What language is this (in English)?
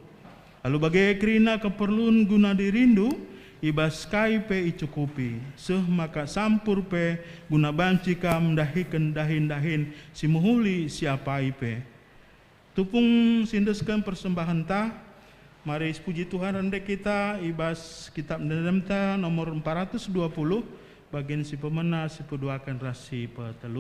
Batak Karo